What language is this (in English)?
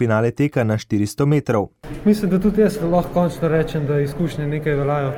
Slovenian